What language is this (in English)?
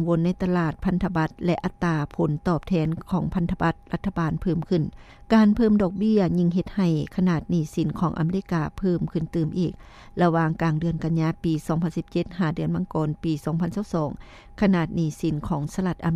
Lao